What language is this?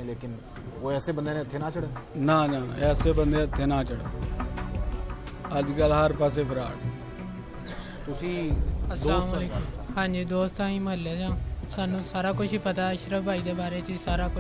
Punjabi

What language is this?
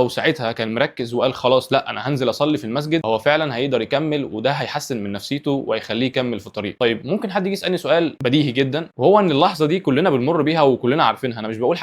Egyptian Arabic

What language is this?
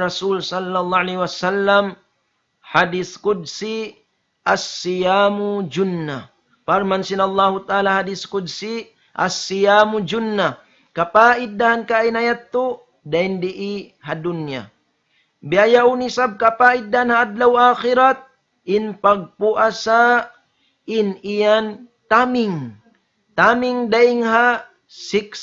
Tausug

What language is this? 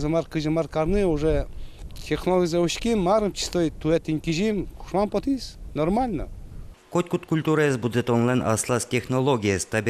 Udmurt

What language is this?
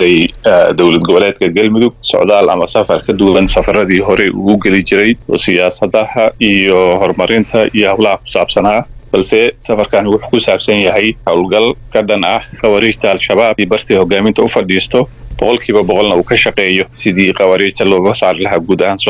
Somali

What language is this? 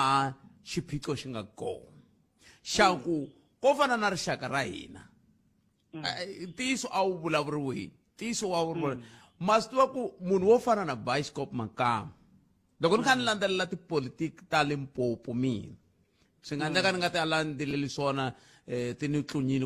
Tsonga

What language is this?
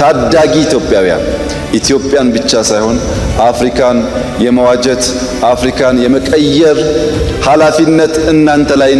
Amharic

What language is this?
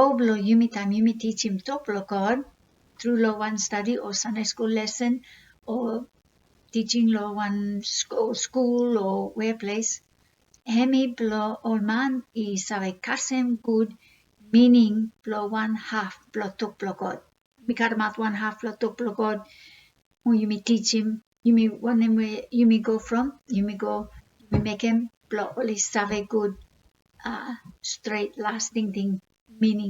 Bislama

